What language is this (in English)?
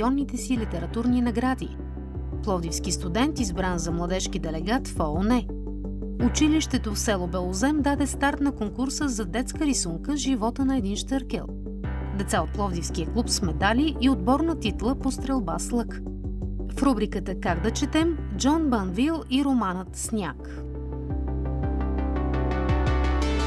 Bulgarian